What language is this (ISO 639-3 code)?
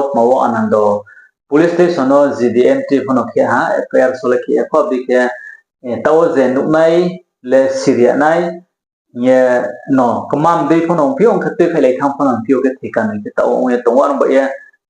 ria